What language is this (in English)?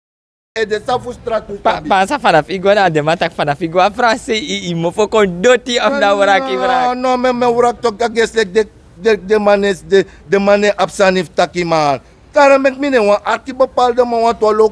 Sranan Tongo